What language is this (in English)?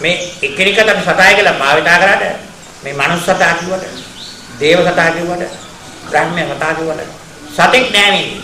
Sinhala